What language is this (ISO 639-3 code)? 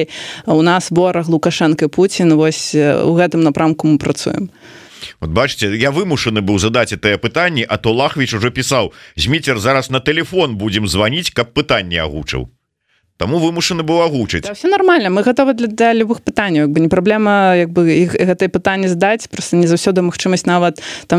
bel